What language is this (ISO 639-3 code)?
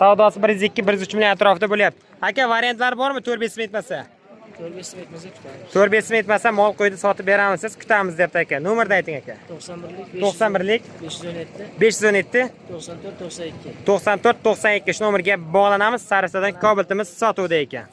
uzb